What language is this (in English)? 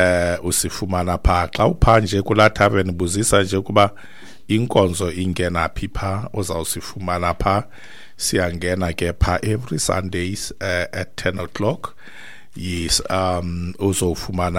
Xhosa